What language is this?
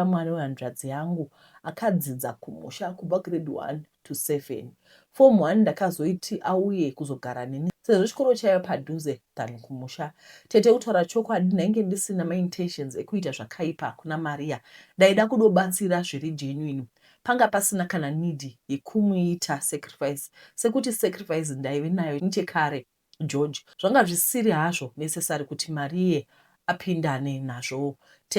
Shona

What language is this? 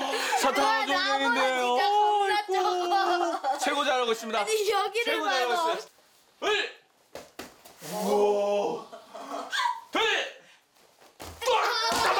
Korean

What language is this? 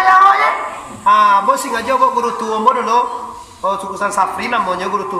Minangkabau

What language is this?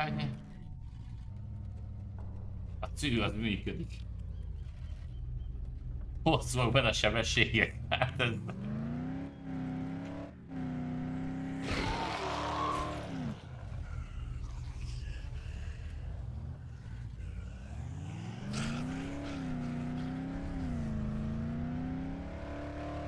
Hungarian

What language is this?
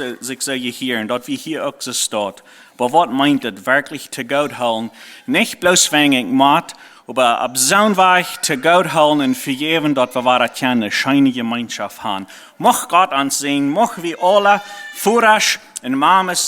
Plautdietsch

